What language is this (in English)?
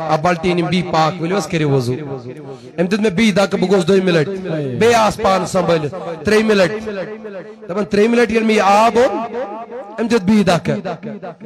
Kashmiri